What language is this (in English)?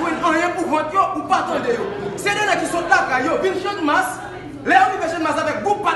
Haitian Creole